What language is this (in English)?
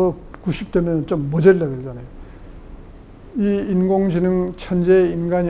Korean